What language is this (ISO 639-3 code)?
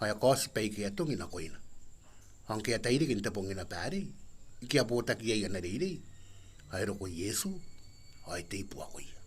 gil